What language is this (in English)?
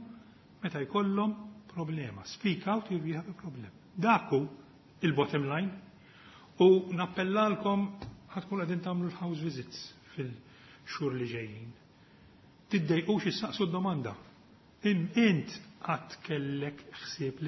Maltese